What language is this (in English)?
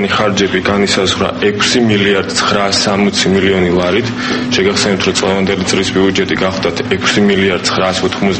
Georgian